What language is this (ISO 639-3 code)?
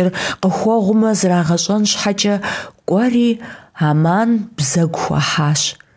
kbd